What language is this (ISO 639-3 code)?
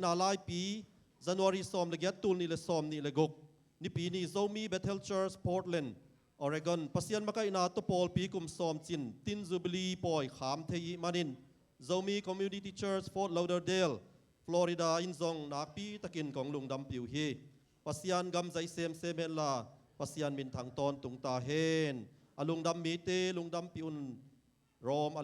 ctd